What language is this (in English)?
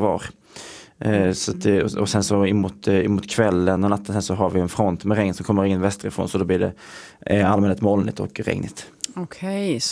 Swedish